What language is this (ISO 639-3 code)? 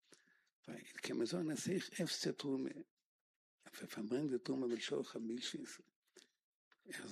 heb